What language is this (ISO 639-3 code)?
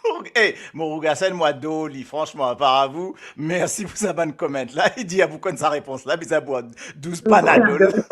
mfe